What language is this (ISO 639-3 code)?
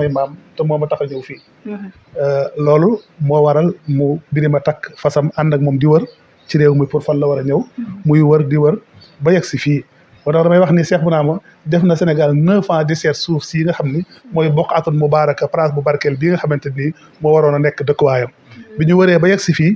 wol